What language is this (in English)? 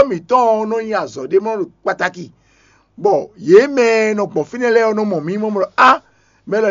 Fon